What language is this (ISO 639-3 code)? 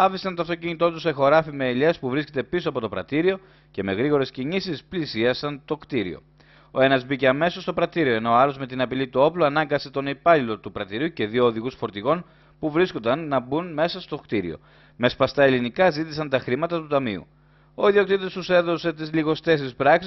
ell